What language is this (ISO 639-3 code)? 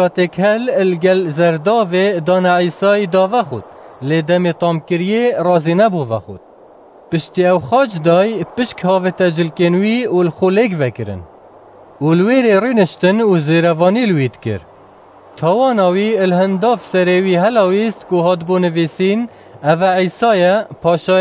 kur